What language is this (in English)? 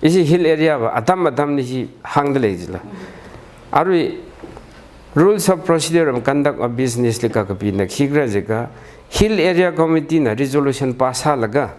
Tangkhul Naga (India)